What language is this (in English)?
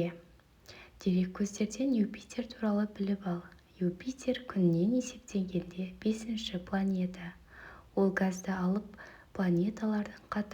Kazakh